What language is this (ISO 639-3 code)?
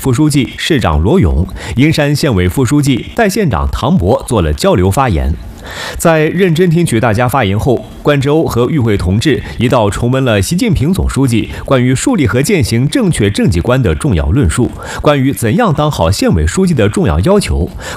zho